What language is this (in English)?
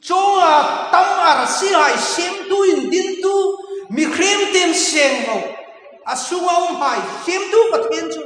Hmar